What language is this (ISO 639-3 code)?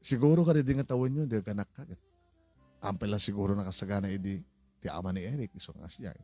ilo